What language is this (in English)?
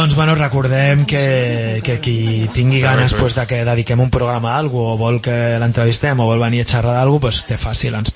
Catalan